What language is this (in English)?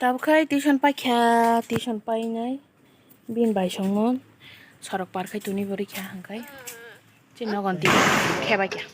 Kok Borok